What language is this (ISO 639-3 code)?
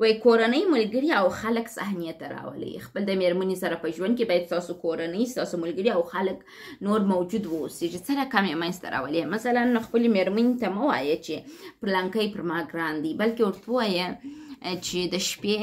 pus